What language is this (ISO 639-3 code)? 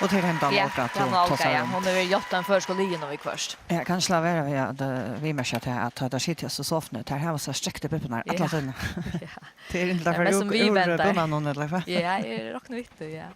fao